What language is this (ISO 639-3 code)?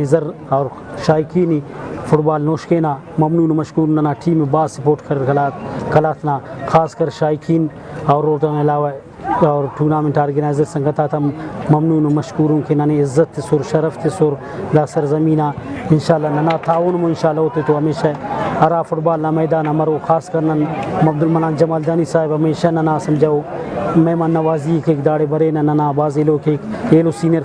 brh